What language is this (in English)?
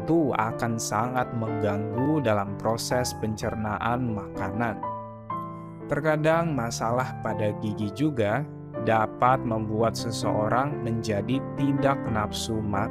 Indonesian